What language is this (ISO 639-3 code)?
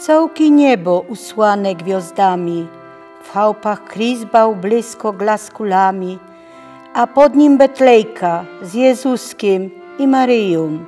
szl